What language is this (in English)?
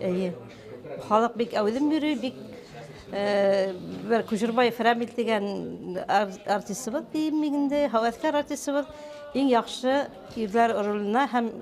Bashkir